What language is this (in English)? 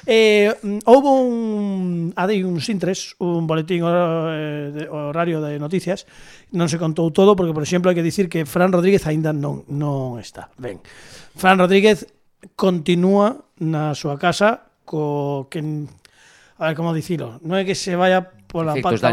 Galician